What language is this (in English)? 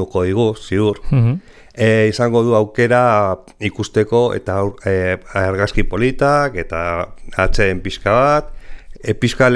Basque